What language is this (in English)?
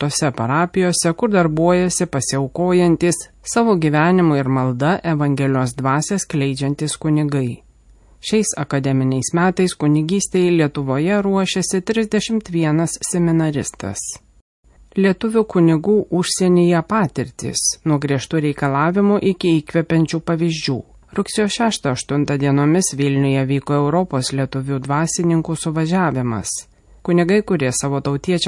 Lithuanian